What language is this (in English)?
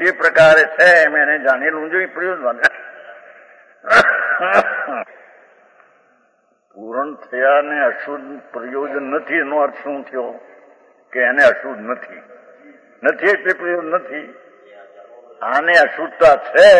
Gujarati